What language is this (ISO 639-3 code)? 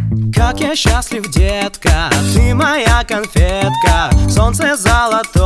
rus